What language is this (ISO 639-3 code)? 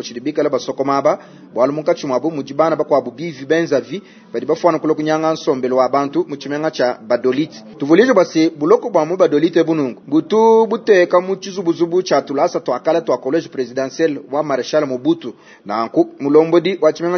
lua